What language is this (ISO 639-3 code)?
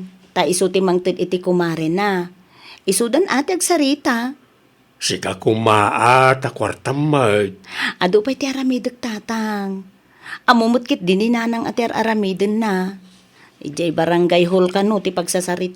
ilo